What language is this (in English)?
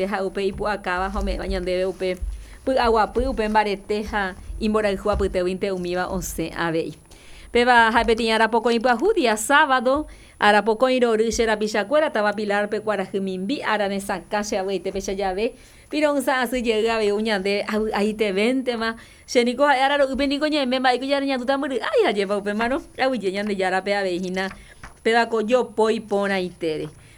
Guarani